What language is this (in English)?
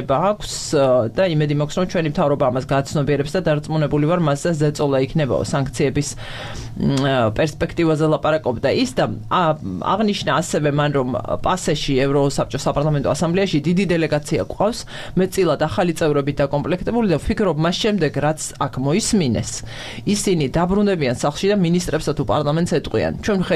Georgian